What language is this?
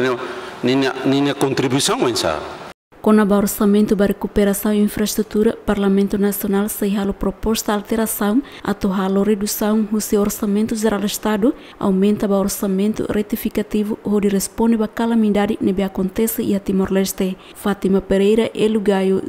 Tetum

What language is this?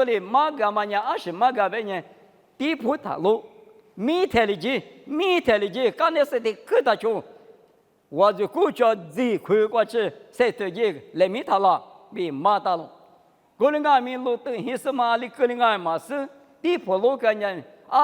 Lisu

